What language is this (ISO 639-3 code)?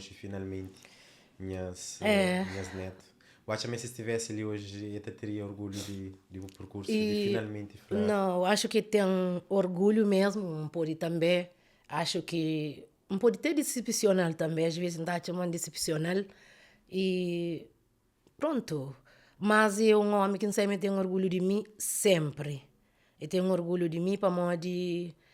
kea